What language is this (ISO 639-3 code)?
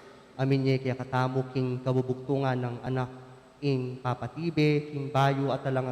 pam